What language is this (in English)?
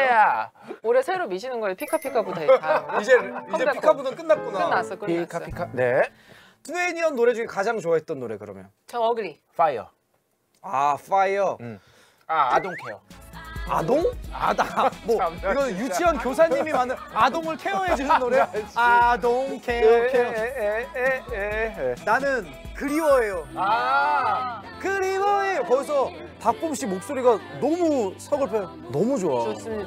Korean